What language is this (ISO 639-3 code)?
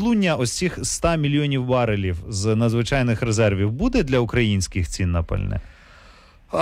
ukr